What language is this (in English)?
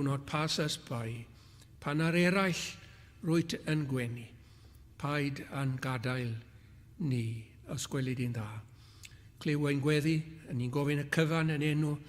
Welsh